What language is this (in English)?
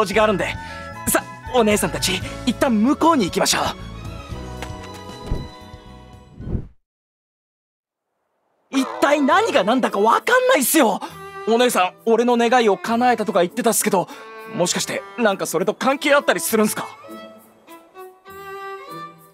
Japanese